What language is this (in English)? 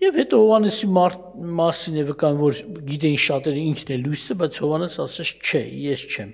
Armenian